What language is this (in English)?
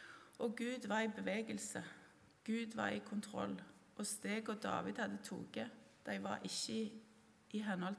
Norwegian